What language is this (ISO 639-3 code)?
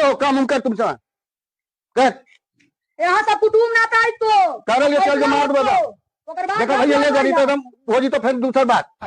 mag